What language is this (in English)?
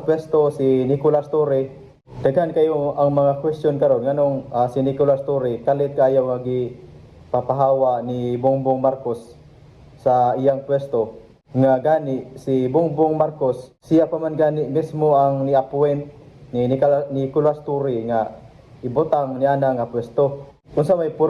Cebuano